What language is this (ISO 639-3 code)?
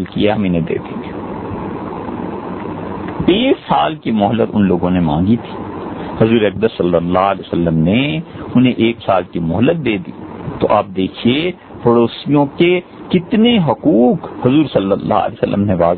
urd